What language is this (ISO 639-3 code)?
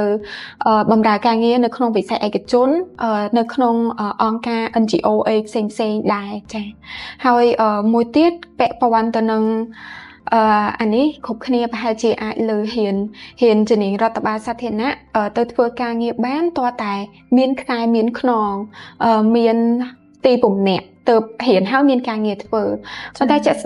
khm